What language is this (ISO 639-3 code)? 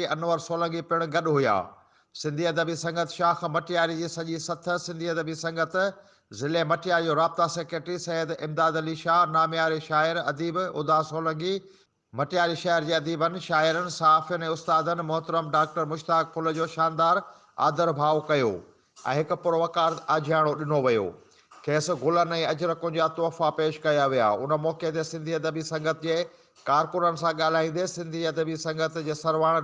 snd